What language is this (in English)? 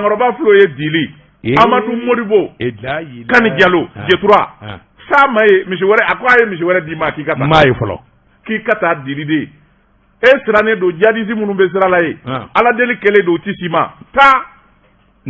Bambara